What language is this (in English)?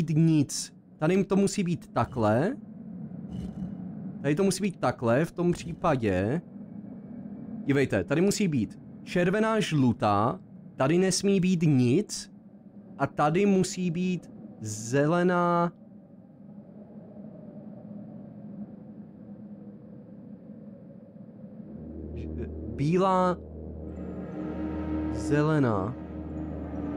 Czech